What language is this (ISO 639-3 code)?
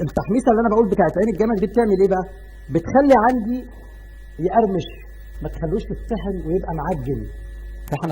arz